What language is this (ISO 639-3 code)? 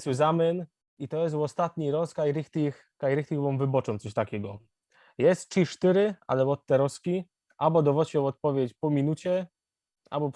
szl